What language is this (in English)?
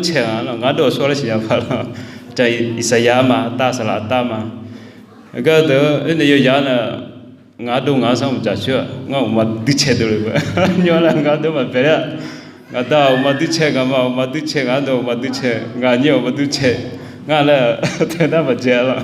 Akha